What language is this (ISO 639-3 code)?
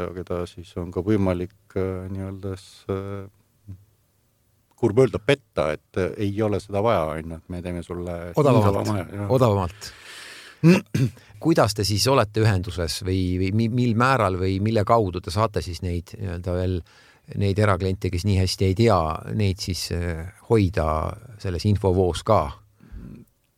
est